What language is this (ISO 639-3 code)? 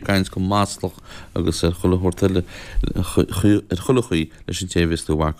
gle